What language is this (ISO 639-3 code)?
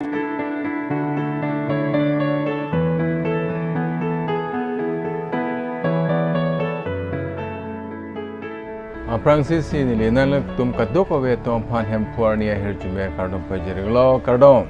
mjw